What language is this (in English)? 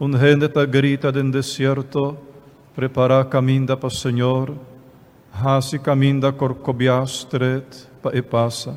Papiamento